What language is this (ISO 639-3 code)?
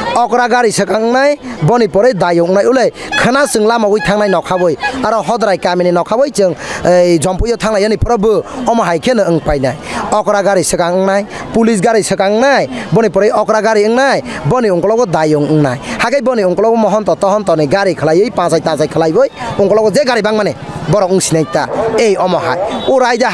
trp